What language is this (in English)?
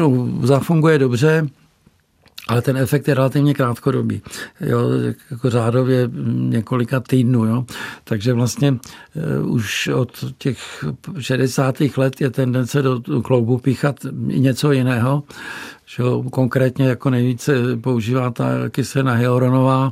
Czech